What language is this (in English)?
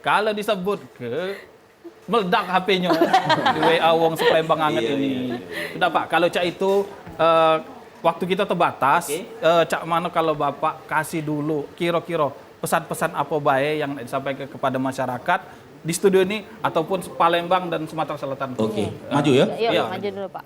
Musi